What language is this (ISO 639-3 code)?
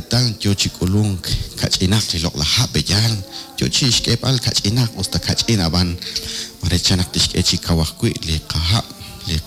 kek